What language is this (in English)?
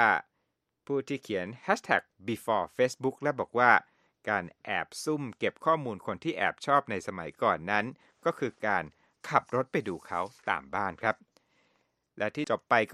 Thai